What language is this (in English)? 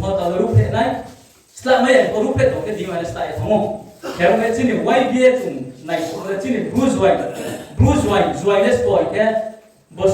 Riang (India)